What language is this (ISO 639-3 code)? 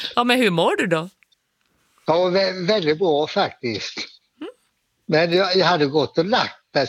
swe